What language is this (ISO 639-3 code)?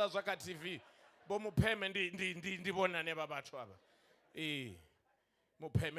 ven